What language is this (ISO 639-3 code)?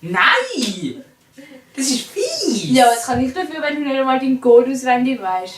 gsw